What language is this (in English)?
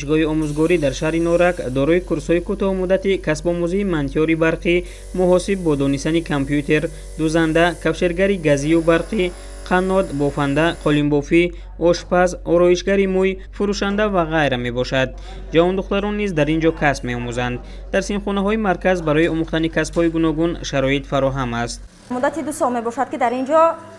Tajik